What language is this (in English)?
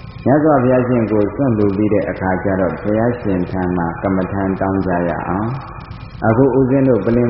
Burmese